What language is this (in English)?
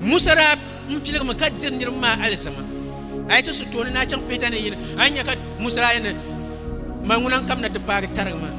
Dagbani